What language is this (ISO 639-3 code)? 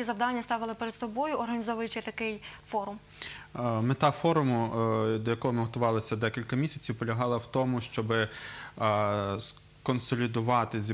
ukr